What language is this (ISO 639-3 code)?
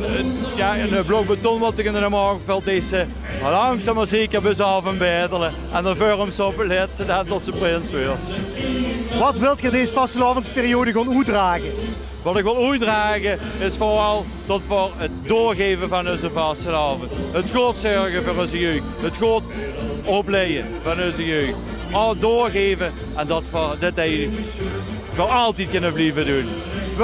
lim